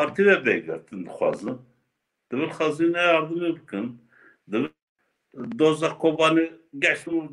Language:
Kurdish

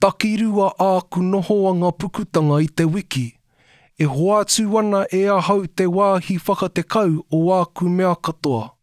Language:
Māori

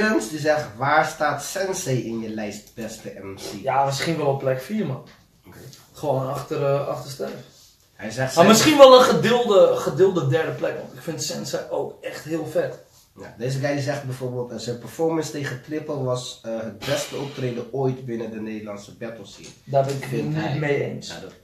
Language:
Dutch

